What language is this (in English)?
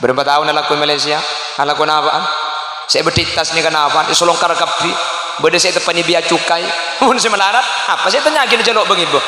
Madurese